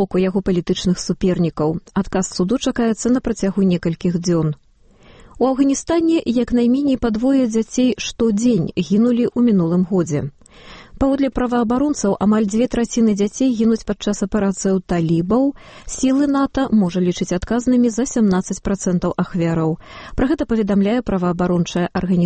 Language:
Belarusian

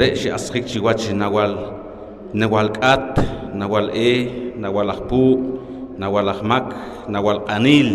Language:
Poqomchi'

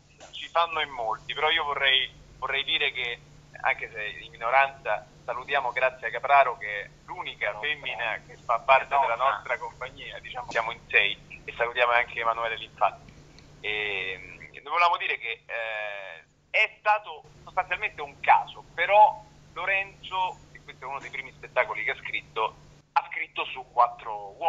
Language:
Italian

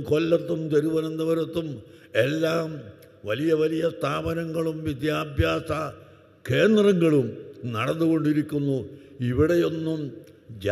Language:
Malayalam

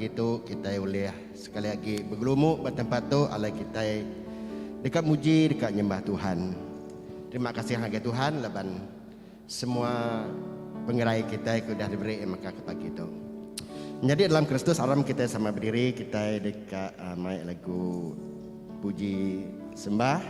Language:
Iban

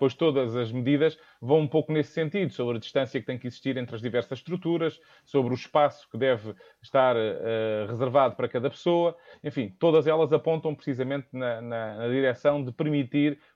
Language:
Portuguese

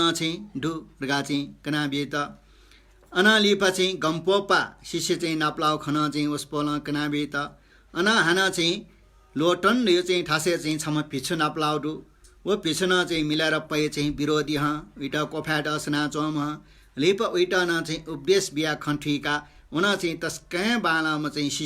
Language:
Newari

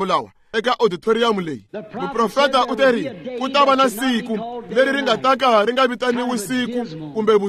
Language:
Tsonga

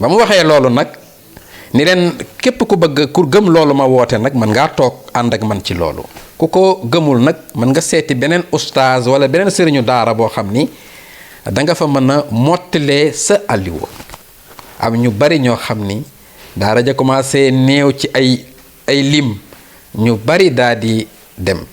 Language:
Wolof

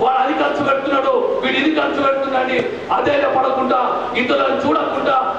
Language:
Telugu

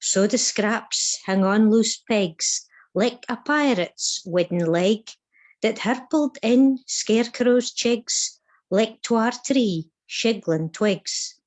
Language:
Scots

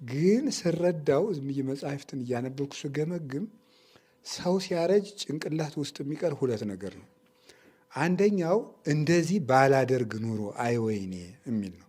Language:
Amharic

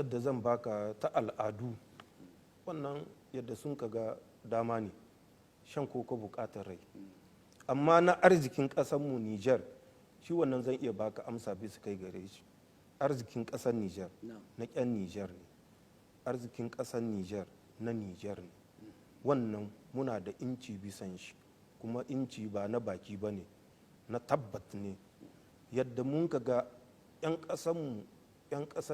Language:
Hausa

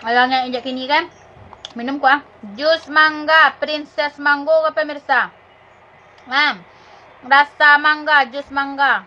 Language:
Minangkabau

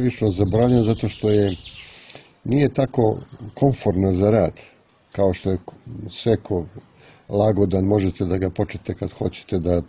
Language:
Serbian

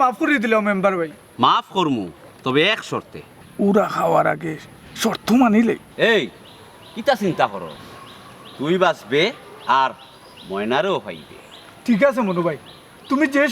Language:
Sylheti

